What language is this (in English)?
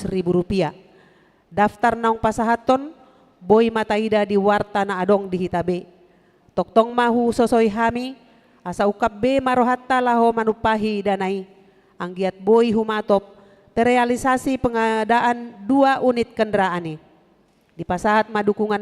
Batak Toba